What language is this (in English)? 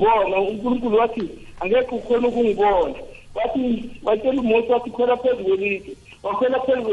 South Ndebele